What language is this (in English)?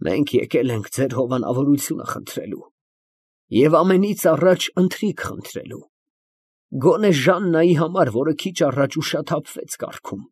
Armenian